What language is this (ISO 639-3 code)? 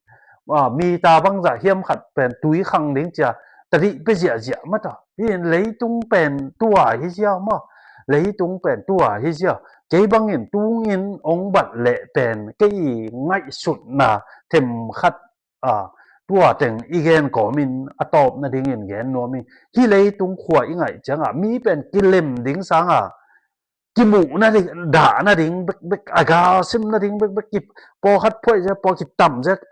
ctd